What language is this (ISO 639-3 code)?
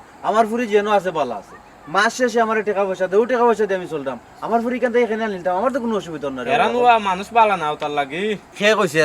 syl